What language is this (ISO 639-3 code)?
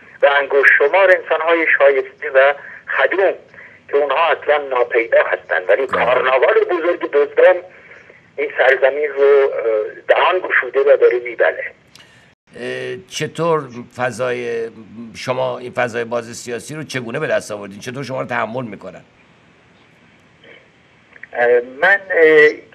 fas